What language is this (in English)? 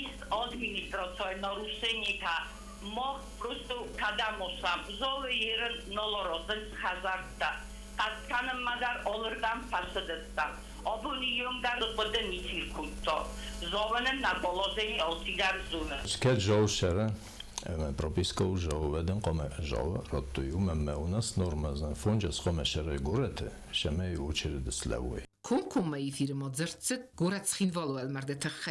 Ossetic